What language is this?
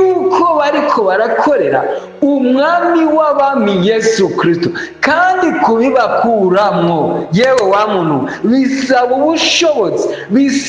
Rundi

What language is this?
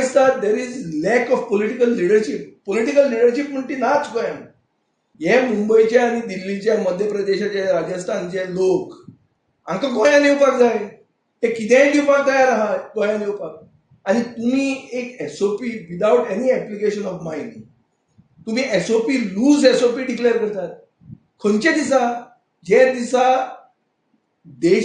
Konkani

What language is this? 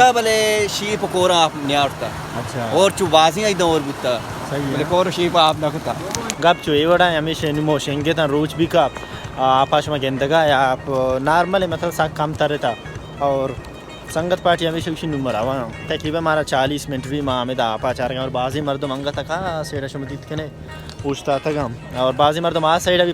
Baluchi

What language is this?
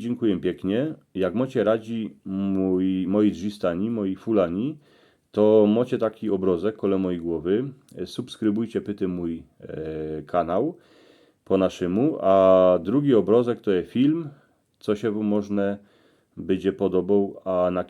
Silesian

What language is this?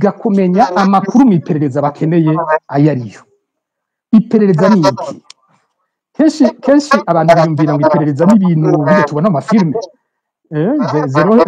Rundi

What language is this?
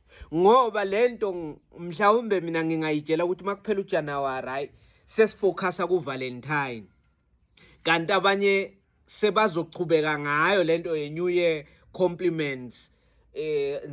Zulu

